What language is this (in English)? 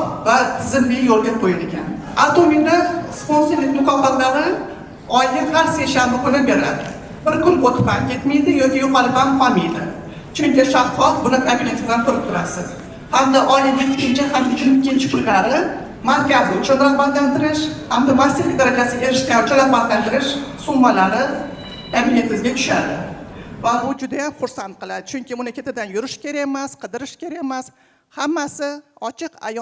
Uzbek